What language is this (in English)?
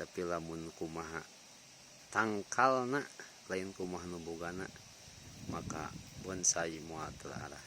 Sundanese